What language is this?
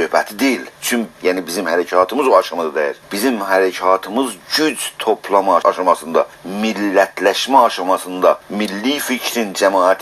South Azerbaijani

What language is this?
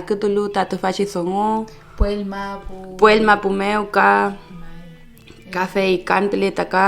Mapuche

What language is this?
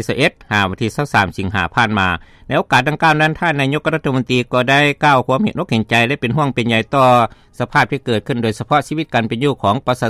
Lao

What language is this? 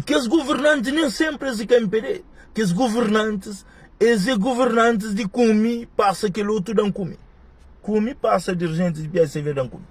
Kabuverdianu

